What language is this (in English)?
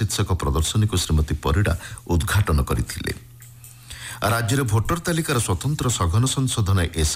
Odia